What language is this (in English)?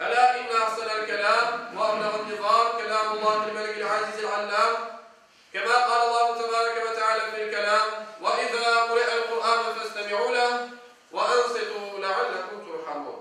Crimean Tatar